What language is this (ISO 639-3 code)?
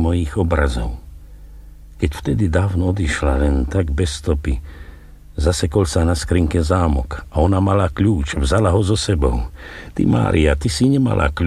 slk